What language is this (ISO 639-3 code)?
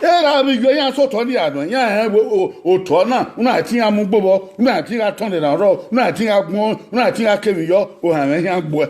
bin